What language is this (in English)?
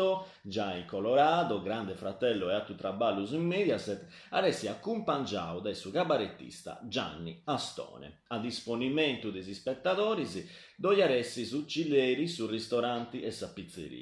Sardinian